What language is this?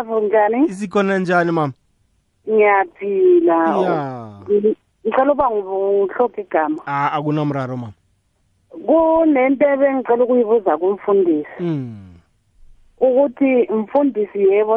South Ndebele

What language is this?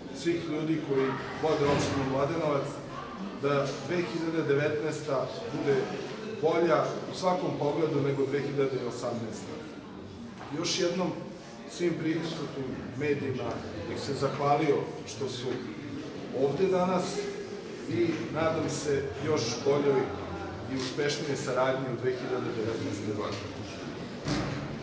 Serbian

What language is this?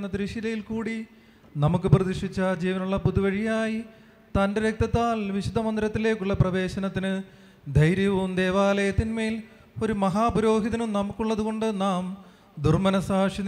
Malayalam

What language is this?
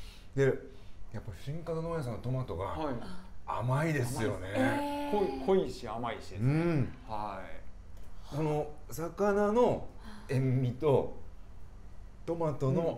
Japanese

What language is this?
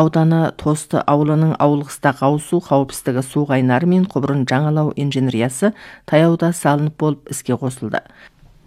Kazakh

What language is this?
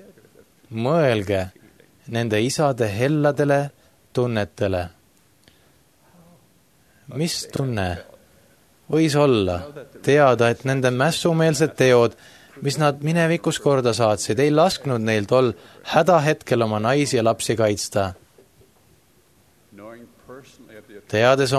Estonian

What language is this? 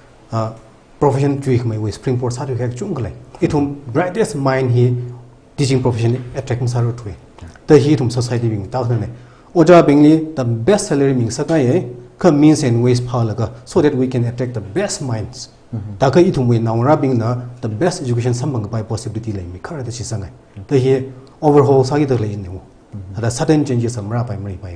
Tangkhul Naga (India)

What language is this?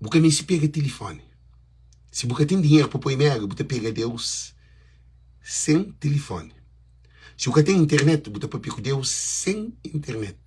Kabuverdianu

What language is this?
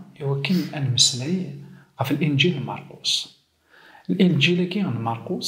Kabyle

